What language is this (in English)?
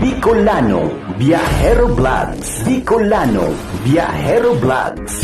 Bikol